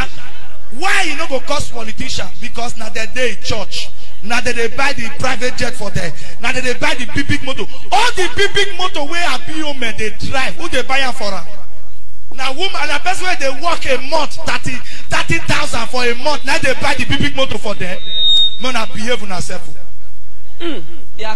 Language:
Nigerian Pidgin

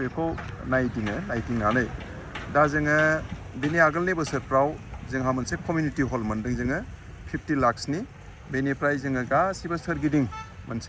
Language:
Bodo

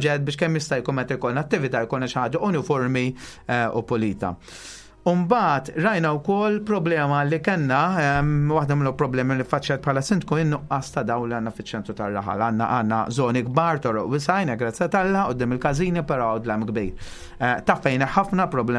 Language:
Maltese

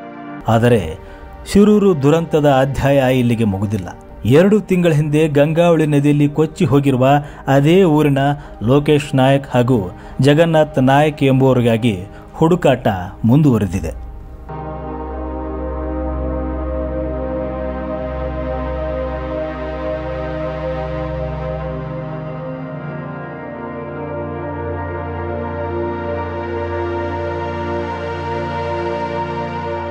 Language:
Kannada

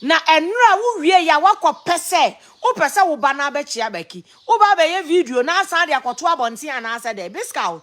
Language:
Akan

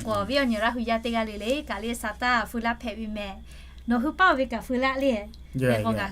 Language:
Lahu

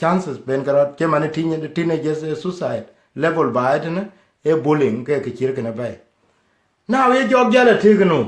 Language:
Dinka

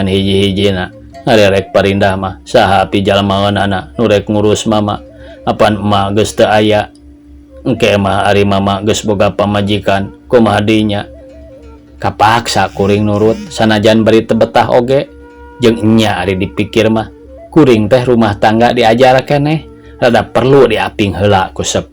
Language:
Sundanese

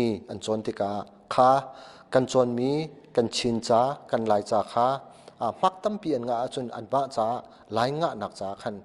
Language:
Hakha Chin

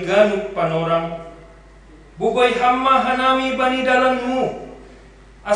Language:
Batak Simalungun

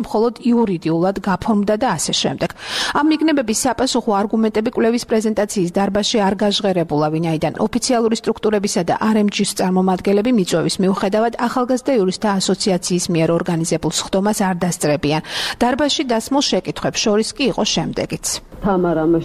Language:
Georgian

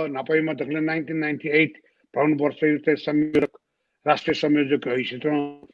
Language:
Newari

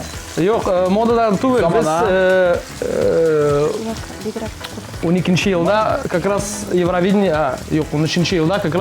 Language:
Tatar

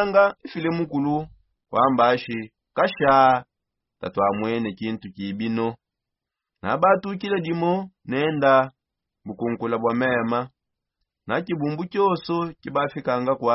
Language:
Songe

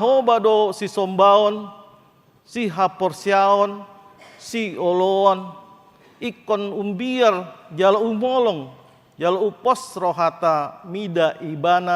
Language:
Batak Toba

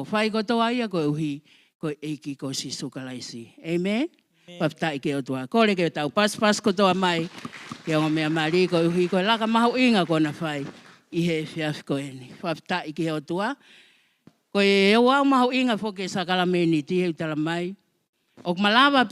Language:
Tongan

